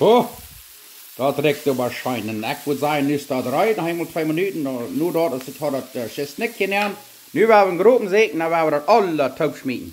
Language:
Plautdietsch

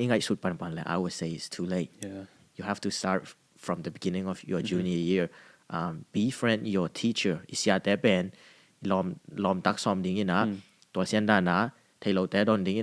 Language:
Tedim Chin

